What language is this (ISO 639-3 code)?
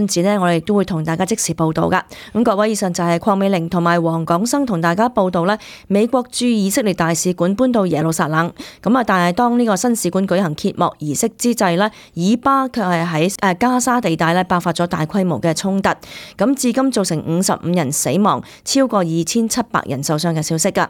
yue